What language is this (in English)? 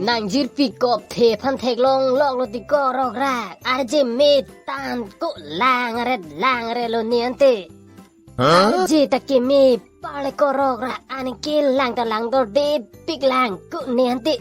Karbi